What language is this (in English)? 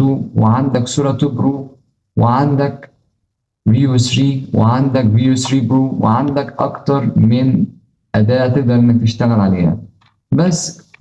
Egyptian Arabic